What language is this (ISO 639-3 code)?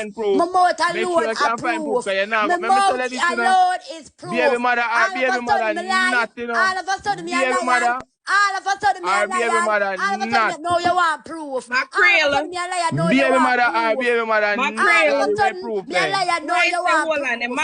jam